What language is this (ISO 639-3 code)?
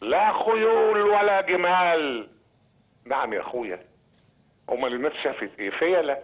arz